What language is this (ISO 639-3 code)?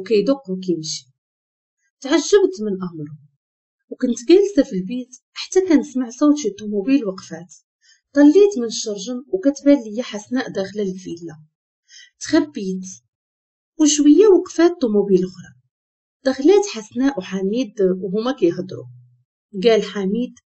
ary